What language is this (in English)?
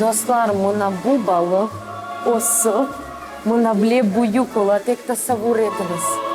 Crimean Tatar